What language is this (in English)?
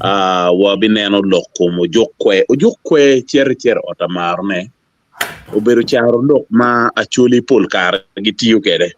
Acoli